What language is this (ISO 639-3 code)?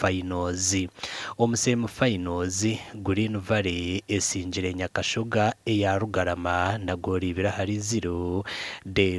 nyn